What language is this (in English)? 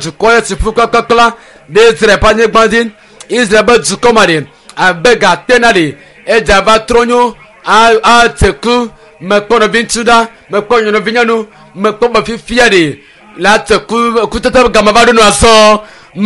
Ewe